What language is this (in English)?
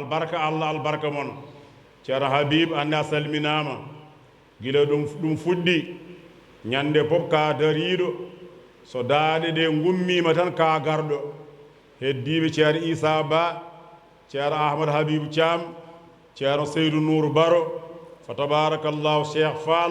Fula